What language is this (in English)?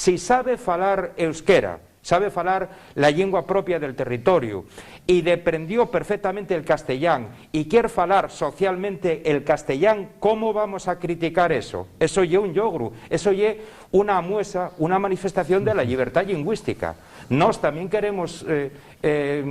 Asturian